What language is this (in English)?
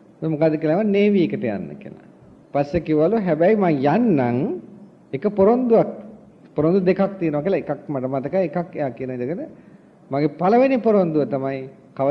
Sinhala